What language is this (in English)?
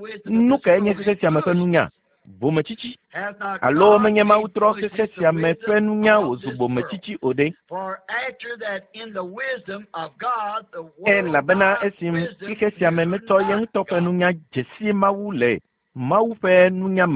Ewe